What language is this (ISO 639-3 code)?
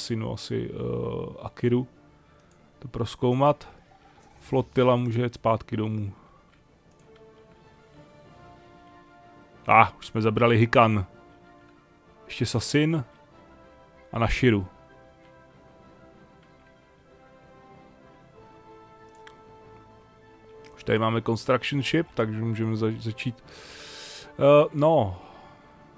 ces